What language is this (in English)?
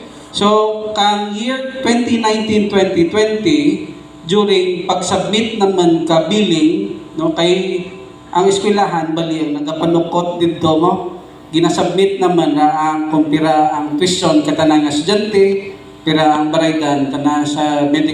Hiligaynon